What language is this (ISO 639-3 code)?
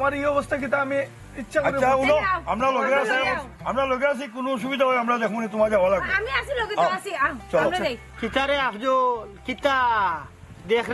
syl